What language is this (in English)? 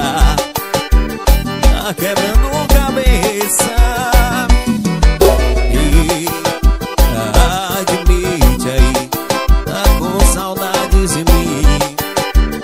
Portuguese